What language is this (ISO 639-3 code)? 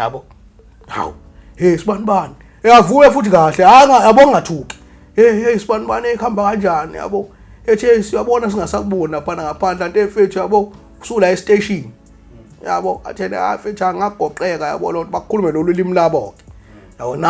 zul